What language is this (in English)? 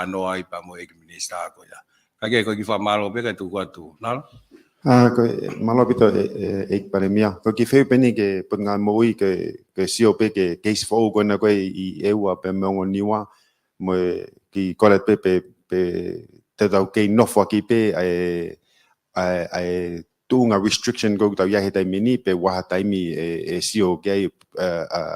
Tongan